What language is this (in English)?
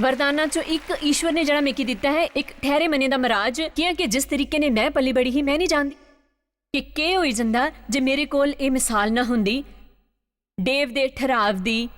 Dogri